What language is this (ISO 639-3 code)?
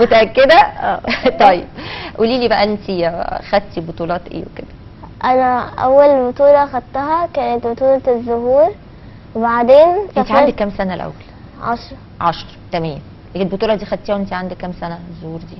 arz